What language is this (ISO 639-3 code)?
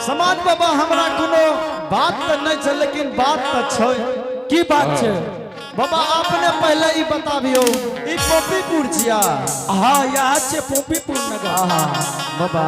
anp